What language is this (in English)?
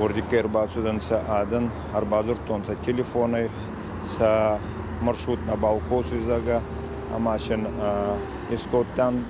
Ossetic